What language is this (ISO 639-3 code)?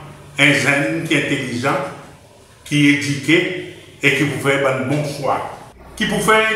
crs